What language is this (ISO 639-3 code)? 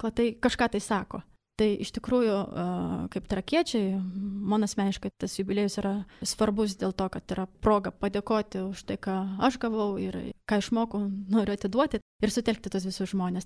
lit